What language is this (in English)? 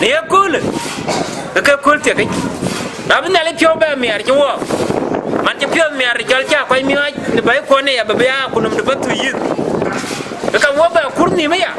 Dinka